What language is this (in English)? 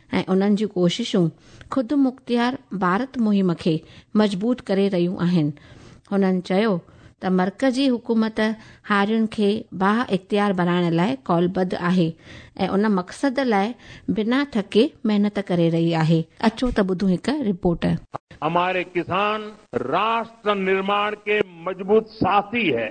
Sindhi